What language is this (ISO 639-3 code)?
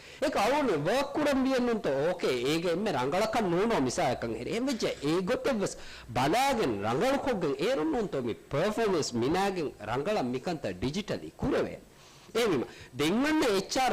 div